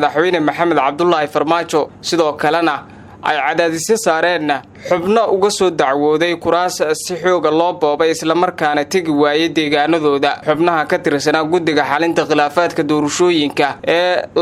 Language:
Somali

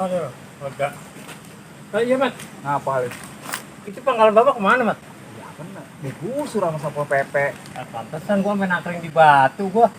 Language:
Betawi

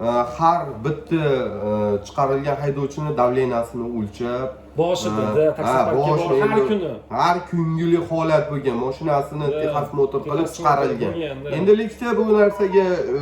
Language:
Uzbek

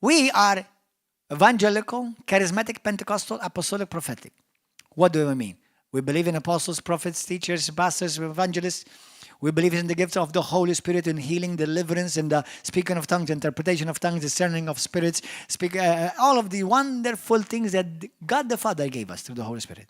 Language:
English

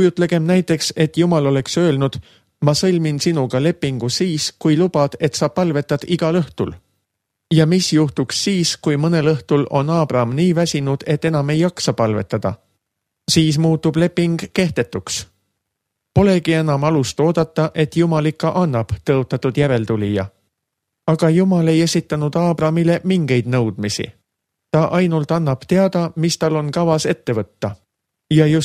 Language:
Estonian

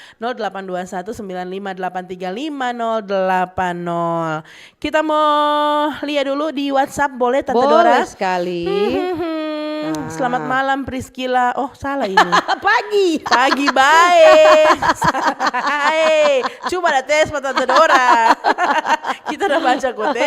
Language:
Manado Malay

